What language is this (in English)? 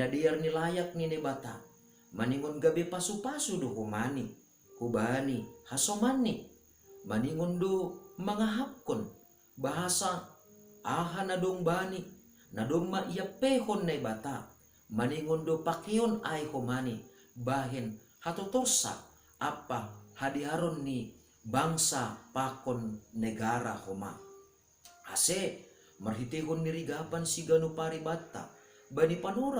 Batak Simalungun